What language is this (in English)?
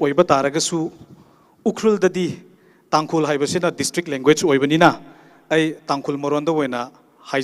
Tangkhul Naga (India)